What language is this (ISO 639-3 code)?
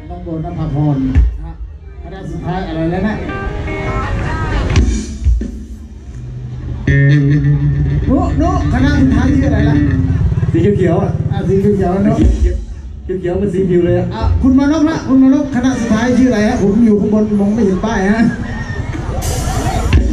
tha